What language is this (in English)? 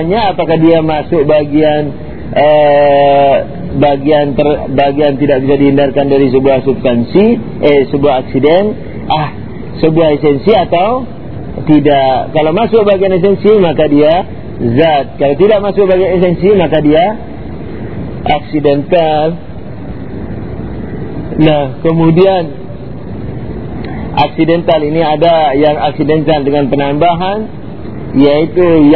Indonesian